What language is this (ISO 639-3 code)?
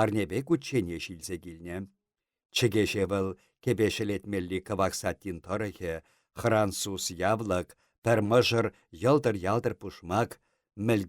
chv